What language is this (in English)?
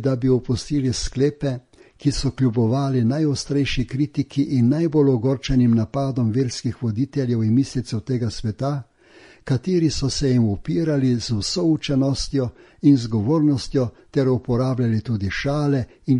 Slovenian